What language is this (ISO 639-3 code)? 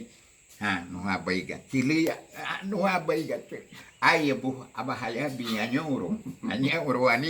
cab